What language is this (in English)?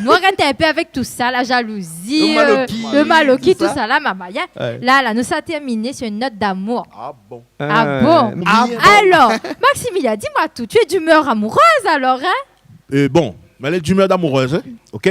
Réunion Creole French